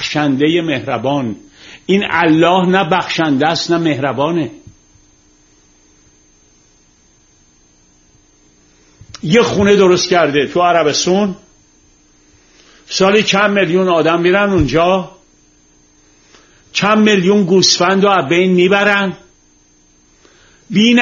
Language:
Persian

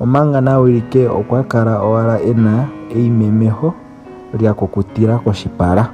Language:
Ndonga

